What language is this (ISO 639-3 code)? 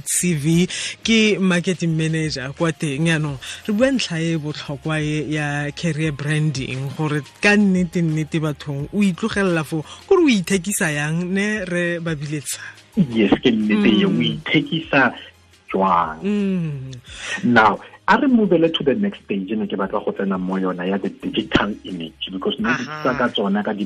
tsn